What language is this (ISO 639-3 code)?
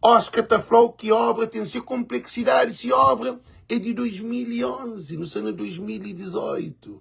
kea